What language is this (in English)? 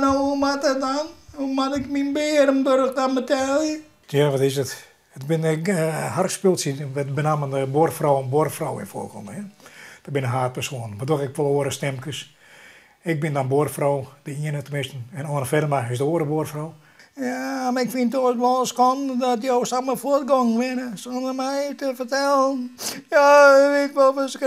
Western Frisian